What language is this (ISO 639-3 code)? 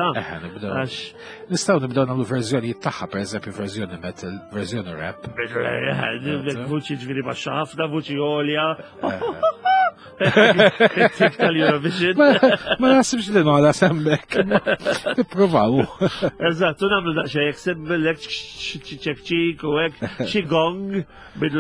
mlt